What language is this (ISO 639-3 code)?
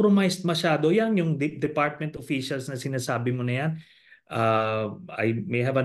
fil